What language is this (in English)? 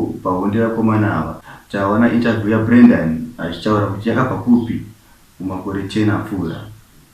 Shona